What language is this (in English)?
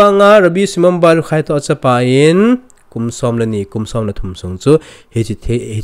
Thado Chin